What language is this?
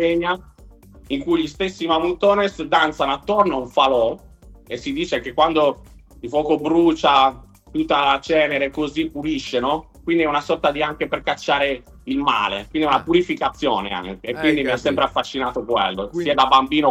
Italian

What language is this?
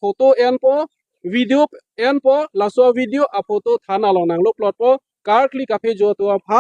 Karbi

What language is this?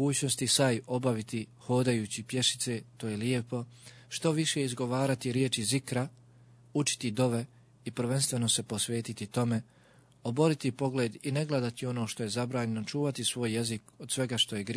Bosnian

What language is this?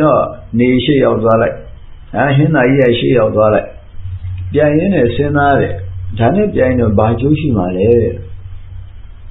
Burmese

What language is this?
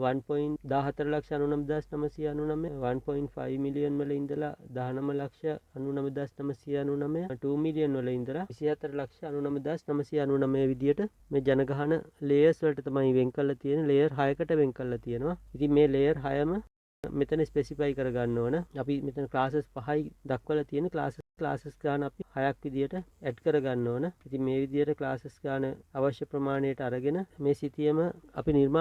Sinhala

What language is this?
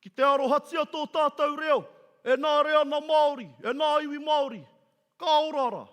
Māori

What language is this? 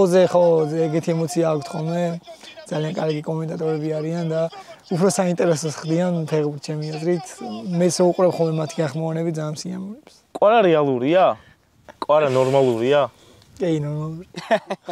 Georgian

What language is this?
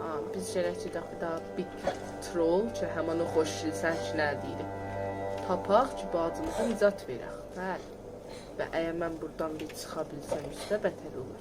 South Azerbaijani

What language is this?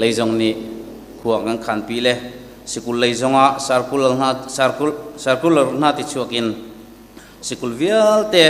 Hakha Chin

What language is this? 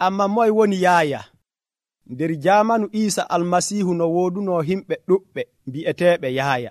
Nigerian Fulfulde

